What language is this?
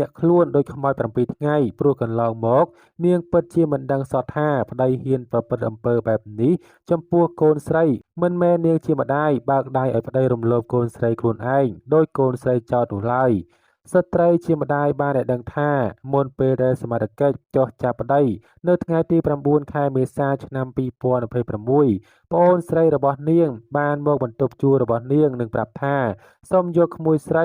Khmer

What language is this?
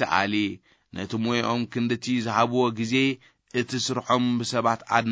Tigrinya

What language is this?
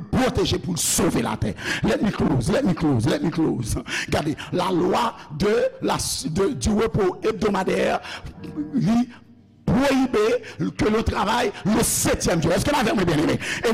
Haitian Creole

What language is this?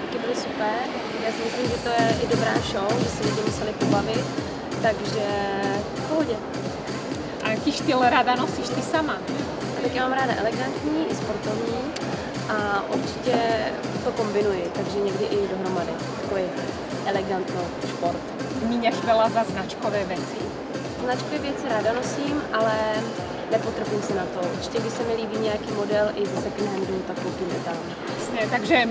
Czech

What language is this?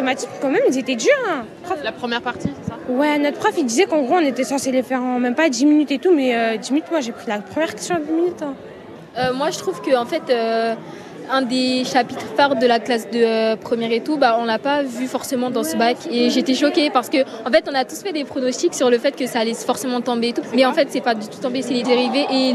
French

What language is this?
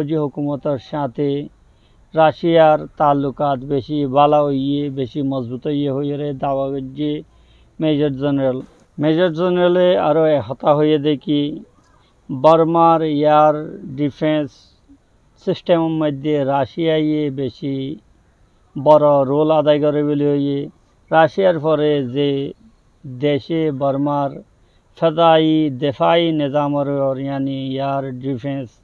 Rohingya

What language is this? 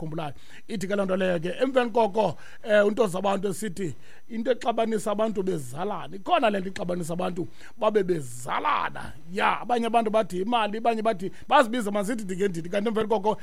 Xhosa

